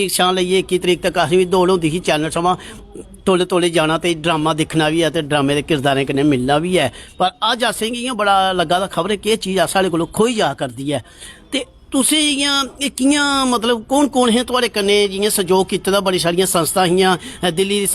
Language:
Dogri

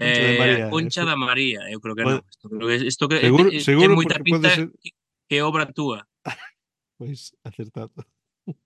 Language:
Galician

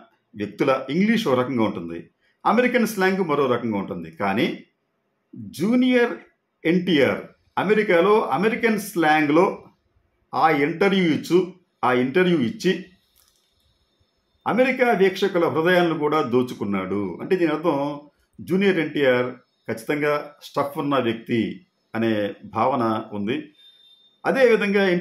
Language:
Telugu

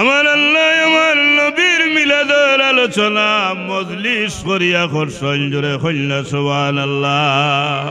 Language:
Sylheti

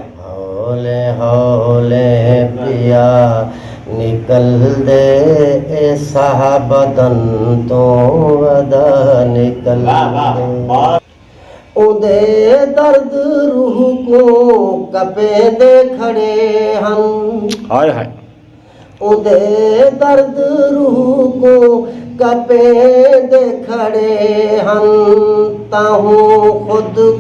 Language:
Saraiki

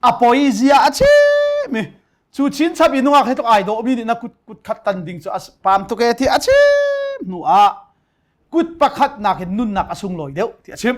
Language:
Hakha Chin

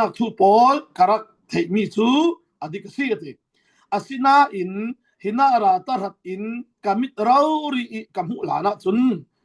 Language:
Falam Chin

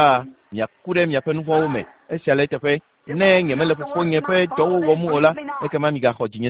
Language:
Ewe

